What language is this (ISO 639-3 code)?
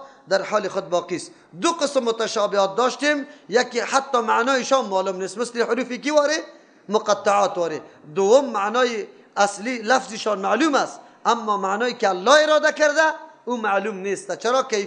fas